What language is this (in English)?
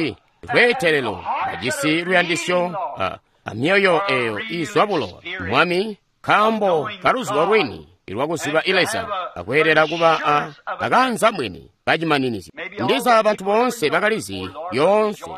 Tonga (Zambia)